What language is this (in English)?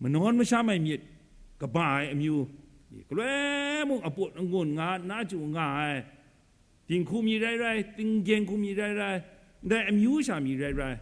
Kachin